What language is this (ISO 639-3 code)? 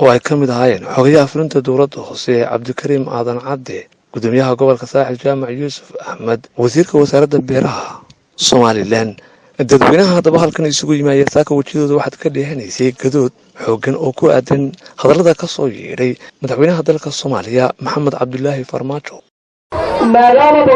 som